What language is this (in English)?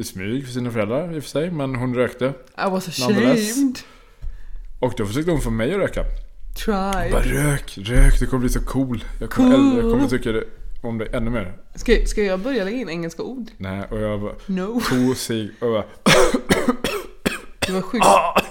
Swedish